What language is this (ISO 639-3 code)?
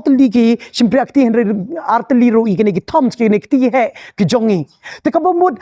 kha